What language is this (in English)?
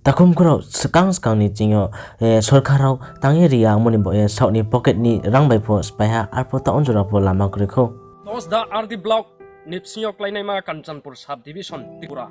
Riang (India)